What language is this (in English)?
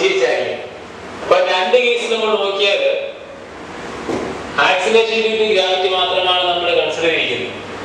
Malayalam